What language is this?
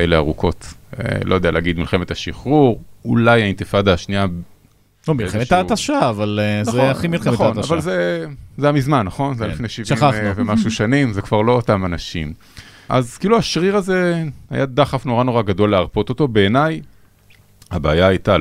Hebrew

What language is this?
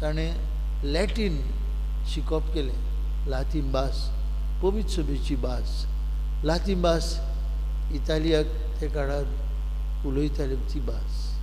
Konkani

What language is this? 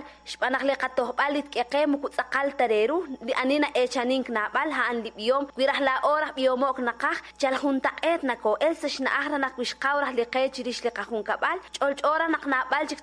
Kekchí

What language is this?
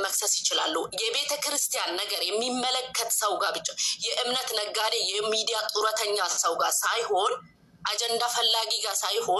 Amharic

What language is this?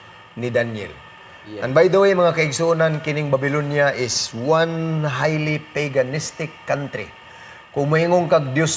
Cebuano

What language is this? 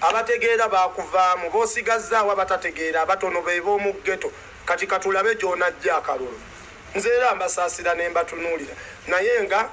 Ganda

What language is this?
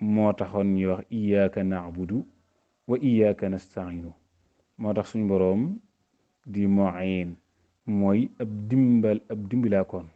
Wolof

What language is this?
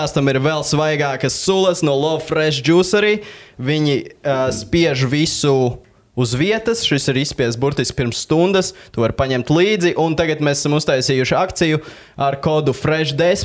Latvian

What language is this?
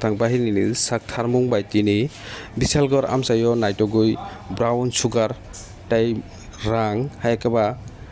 Kok Borok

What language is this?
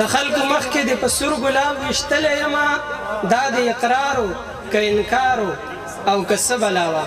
Pashto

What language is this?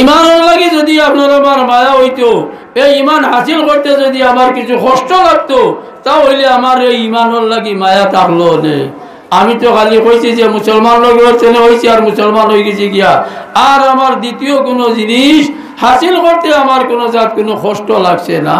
Sylheti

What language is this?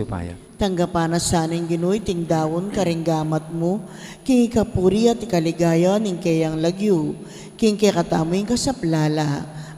Pampanga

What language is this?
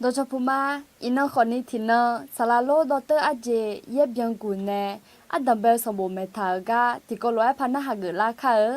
Akha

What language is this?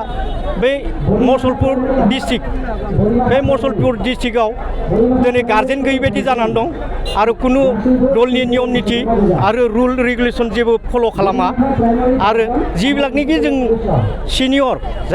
Bodo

